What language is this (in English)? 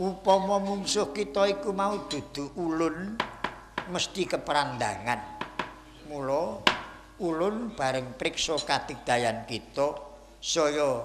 Javanese